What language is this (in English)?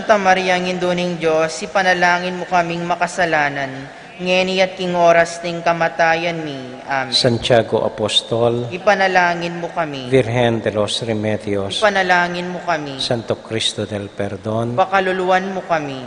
Pampanga